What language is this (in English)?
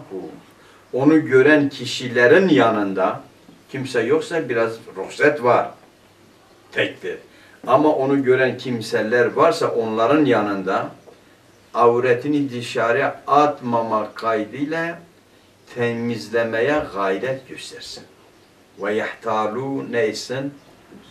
Turkish